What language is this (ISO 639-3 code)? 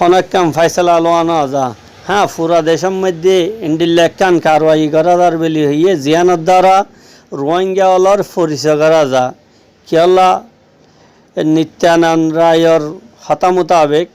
rhg